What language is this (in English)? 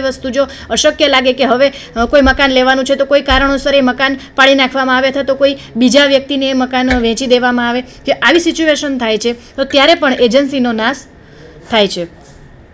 Gujarati